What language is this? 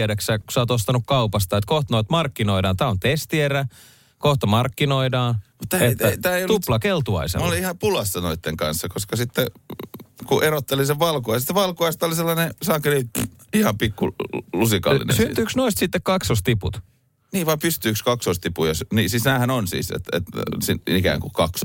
Finnish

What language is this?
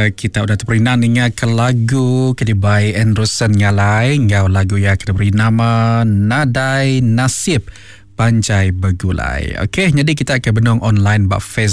Iban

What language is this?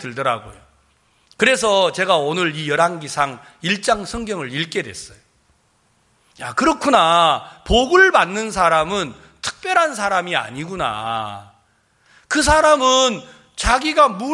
Korean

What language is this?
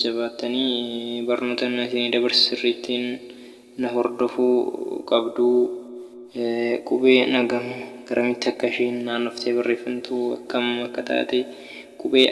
Oromo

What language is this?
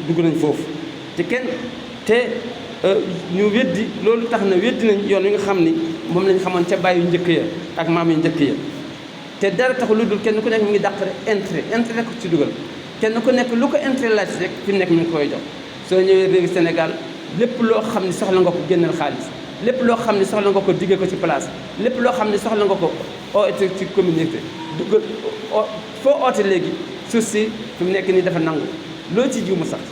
Wolof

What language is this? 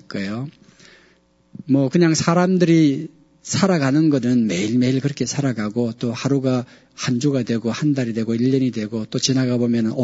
Korean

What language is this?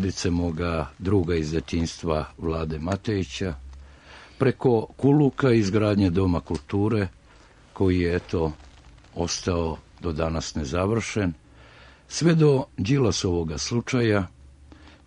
Serbian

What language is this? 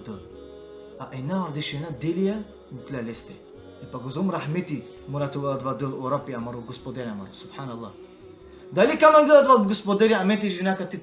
Balkan Romani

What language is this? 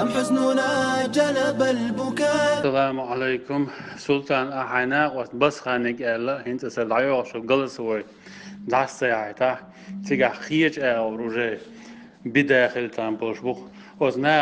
Chechen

